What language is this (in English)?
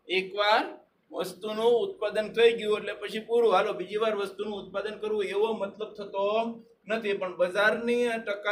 Gujarati